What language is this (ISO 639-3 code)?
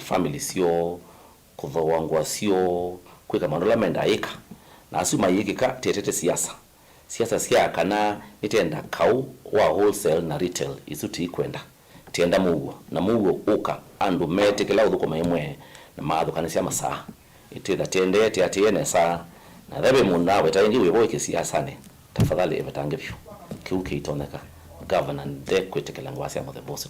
kam